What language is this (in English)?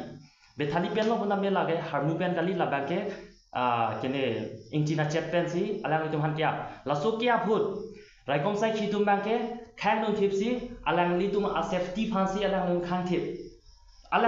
Karbi